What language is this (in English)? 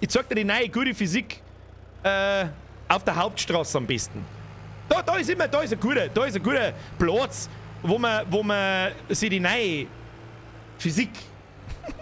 Bavarian